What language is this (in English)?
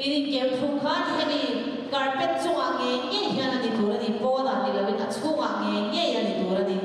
Hakha Chin